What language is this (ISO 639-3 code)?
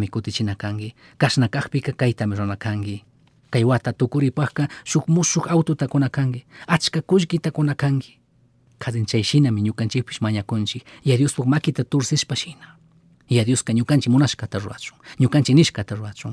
qug